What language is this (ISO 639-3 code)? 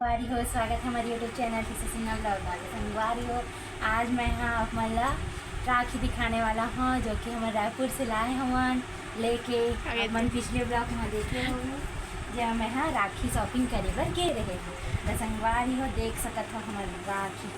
hne